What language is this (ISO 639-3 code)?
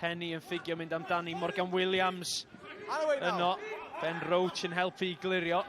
cym